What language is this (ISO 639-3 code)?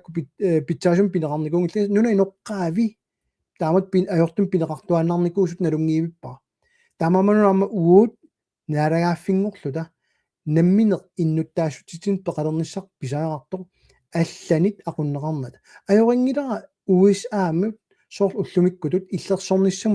kal